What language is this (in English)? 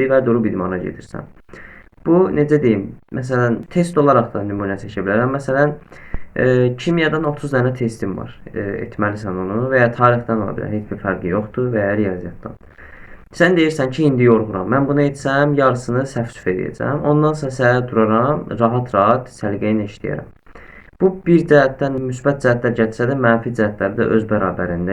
Azerbaijani